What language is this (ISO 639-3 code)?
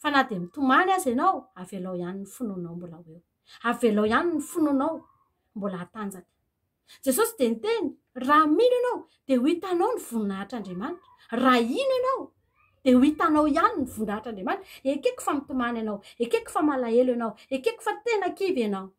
mlg